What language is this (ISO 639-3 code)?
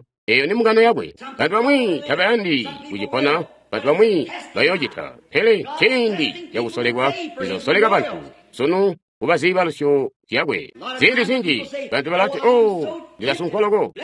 toi